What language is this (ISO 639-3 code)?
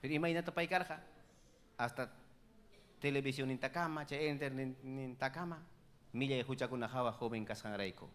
quy